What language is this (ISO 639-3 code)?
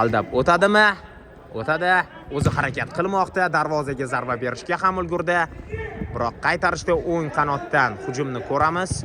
uzb